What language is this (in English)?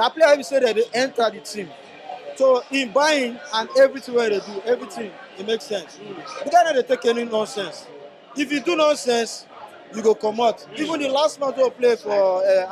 Nigerian Pidgin